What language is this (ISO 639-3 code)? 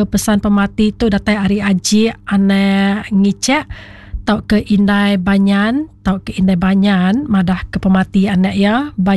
iba